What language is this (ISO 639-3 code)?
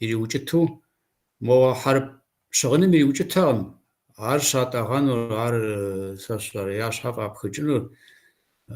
kbd